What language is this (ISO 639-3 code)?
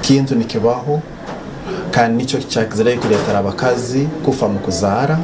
nyn